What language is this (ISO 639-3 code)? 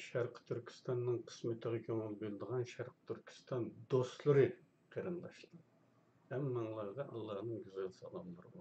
uig